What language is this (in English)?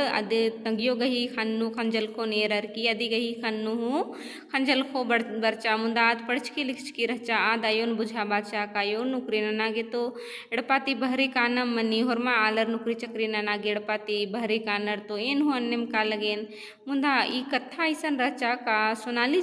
Kurukh